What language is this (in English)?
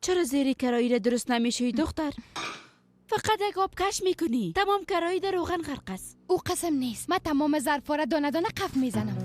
Persian